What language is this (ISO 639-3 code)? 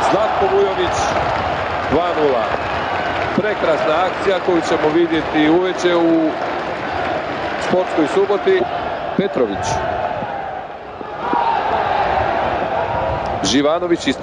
srp